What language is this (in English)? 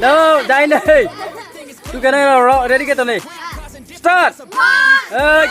Riang (India)